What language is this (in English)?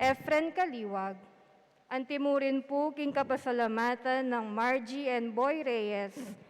Pampanga